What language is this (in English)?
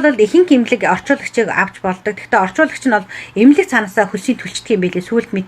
Mongolian